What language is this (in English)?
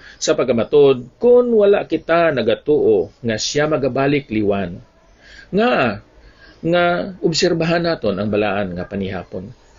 Hiligaynon